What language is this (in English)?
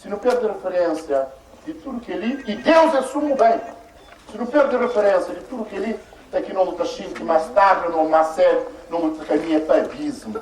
Kabuverdianu